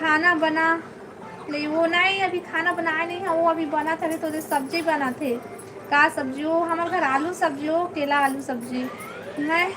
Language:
Chhattisgarhi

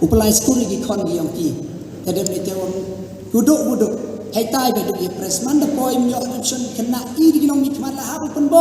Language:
Khasi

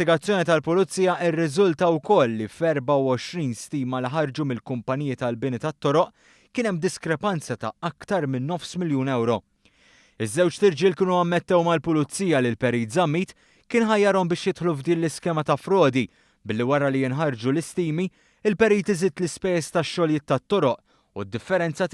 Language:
Maltese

